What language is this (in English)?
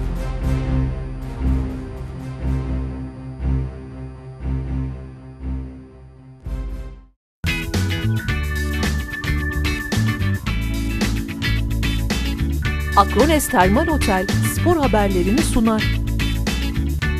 Turkish